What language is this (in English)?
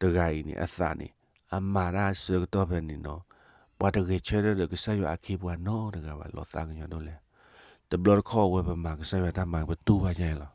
S'gaw Karen